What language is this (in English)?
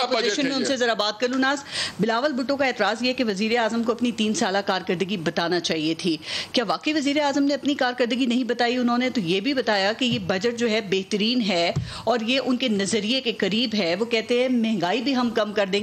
Urdu